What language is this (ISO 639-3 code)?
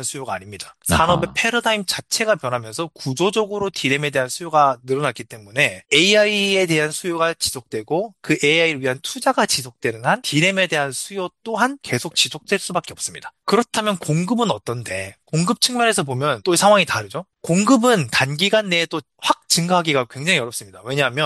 kor